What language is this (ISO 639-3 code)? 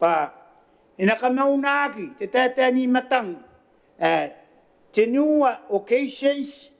gil